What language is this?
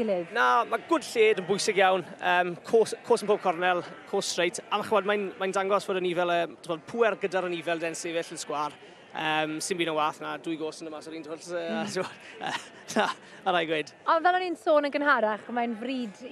Welsh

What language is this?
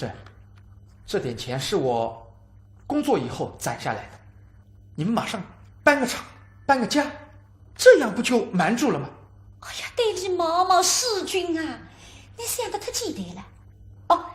Wu Chinese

